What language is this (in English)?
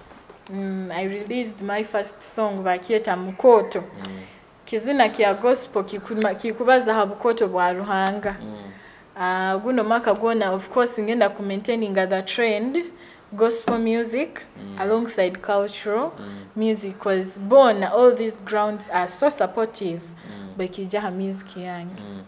Nyoro